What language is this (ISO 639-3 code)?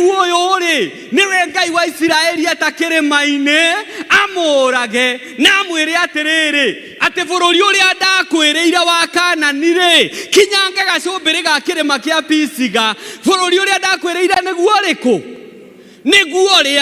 kik